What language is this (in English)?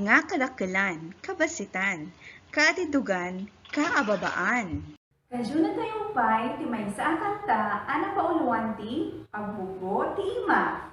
Iloko